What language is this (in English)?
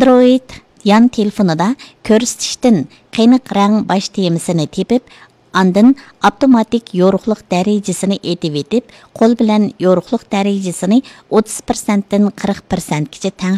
Uyghur